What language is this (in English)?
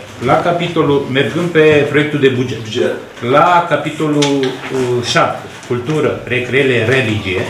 Romanian